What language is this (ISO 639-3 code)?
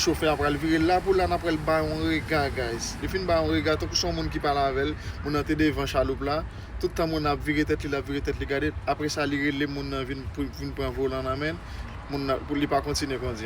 hat